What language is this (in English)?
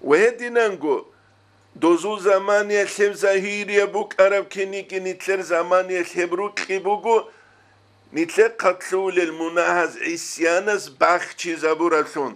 Avaric